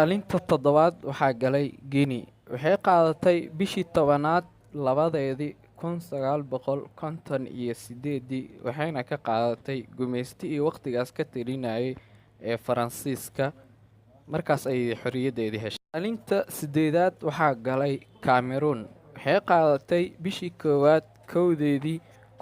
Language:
Somali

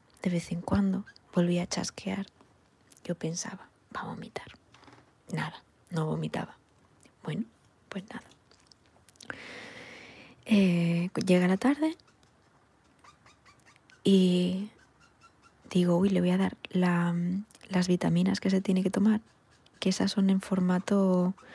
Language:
Spanish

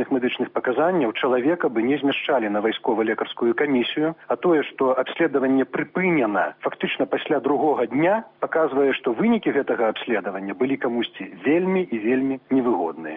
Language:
Belarusian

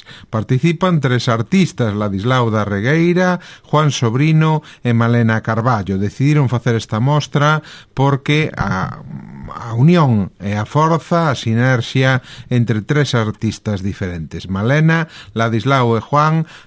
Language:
Galician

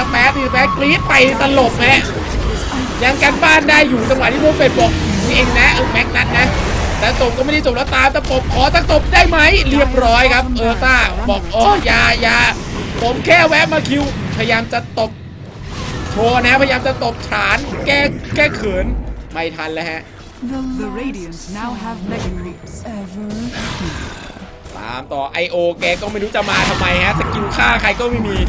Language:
Thai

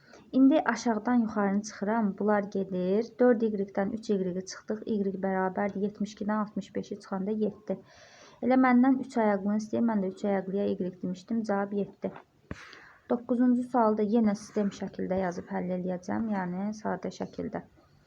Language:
Azerbaijani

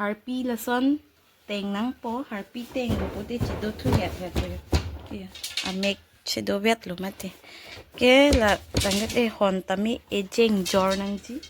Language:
Karbi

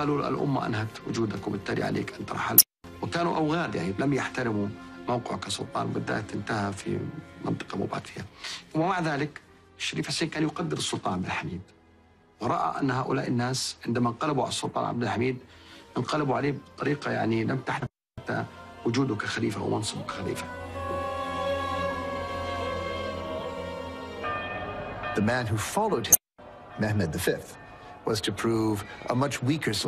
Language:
Arabic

